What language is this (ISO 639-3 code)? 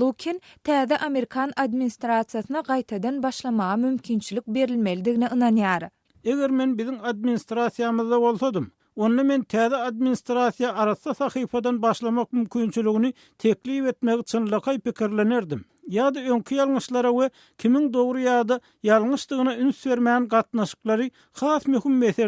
tuk